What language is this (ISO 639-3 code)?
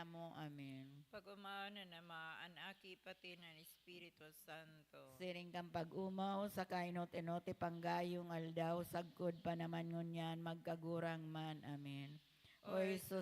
bik